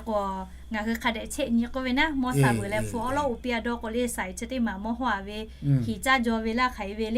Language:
Lahu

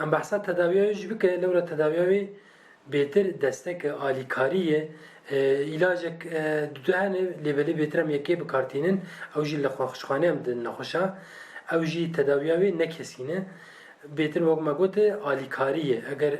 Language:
Kurdish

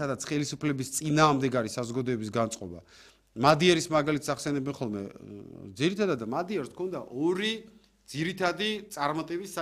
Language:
Georgian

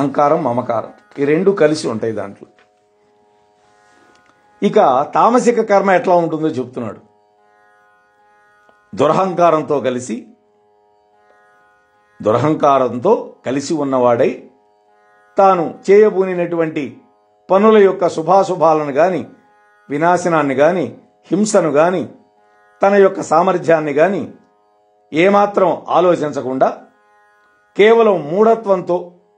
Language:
Telugu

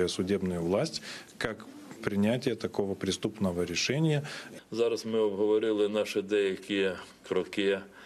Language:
Crimean Tatar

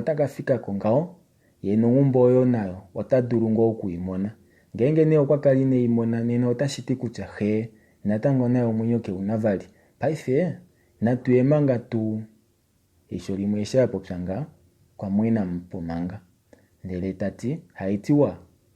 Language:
Kuanyama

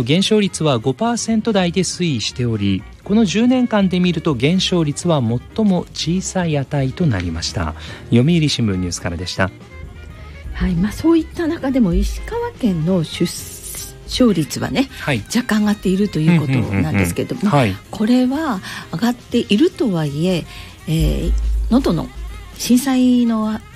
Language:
Japanese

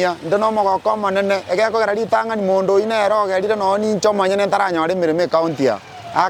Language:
Gusii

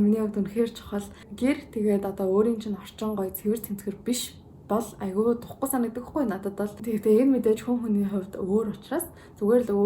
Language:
Mongolian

